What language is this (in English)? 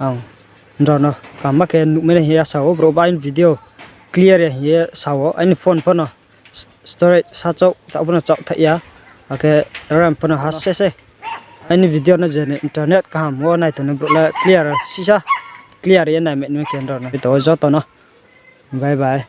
Riang (India)